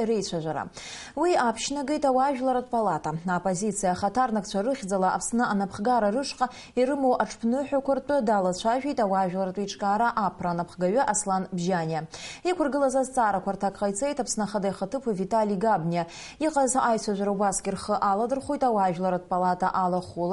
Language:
Abkhazian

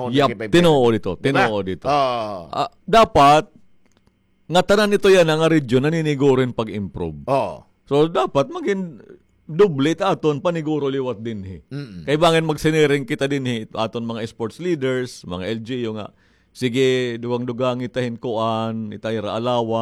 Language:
Waray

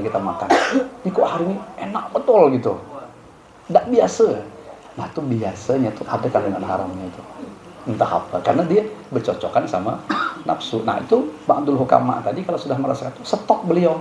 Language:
Banjar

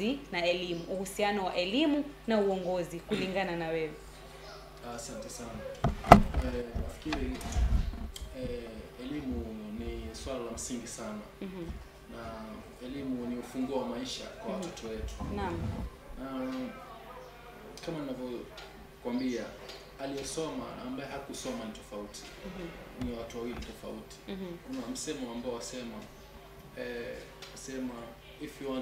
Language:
Swahili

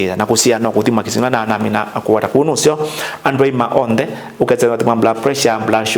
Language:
Kamba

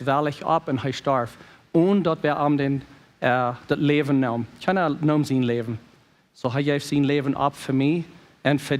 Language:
Plautdietsch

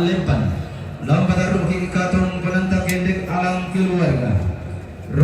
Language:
Toraja-Sa'dan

